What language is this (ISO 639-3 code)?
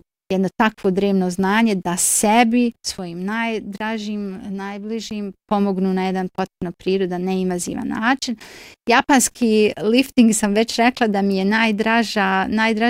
bos